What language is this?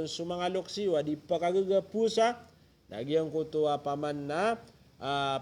Maranao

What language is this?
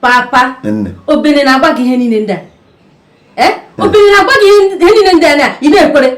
Igbo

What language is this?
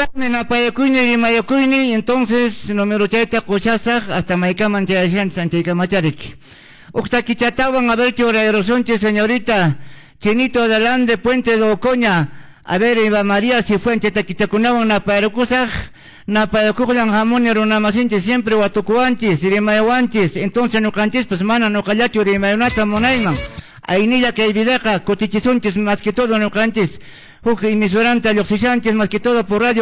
Quechua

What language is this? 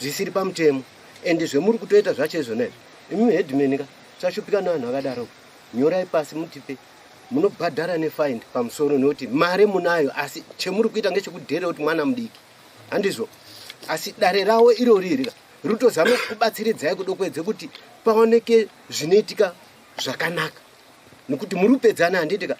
Shona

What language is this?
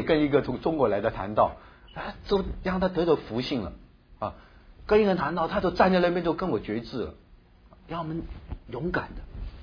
Chinese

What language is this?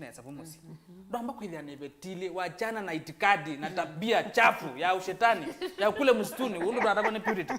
Kamba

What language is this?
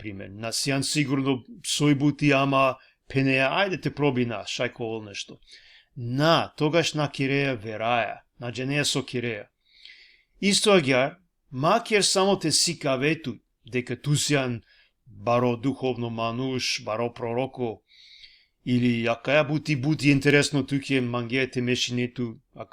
Balkan Romani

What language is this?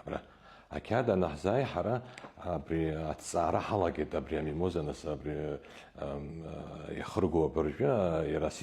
Abkhazian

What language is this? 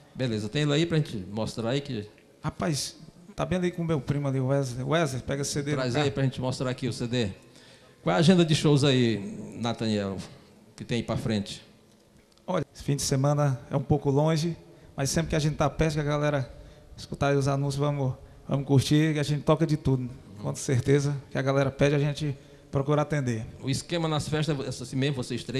Portuguese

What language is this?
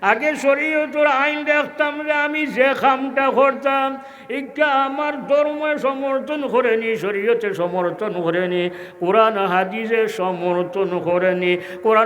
Sylheti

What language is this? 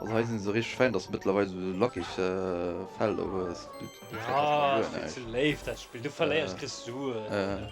Luxembourgish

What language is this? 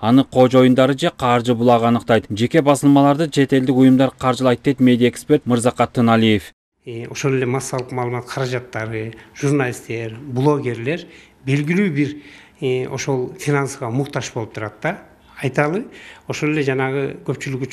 Kyrgyz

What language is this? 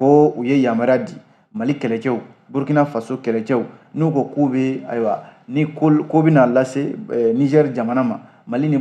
Bambara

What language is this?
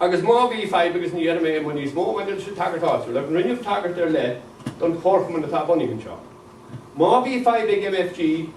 Irish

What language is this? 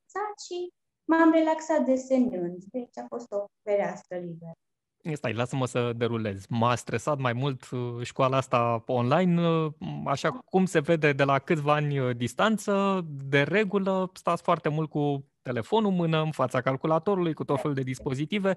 Romanian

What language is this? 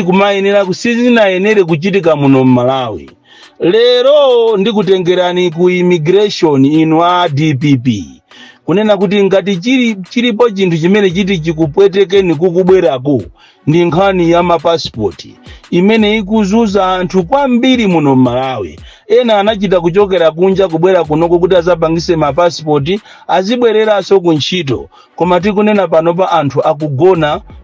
Nyanja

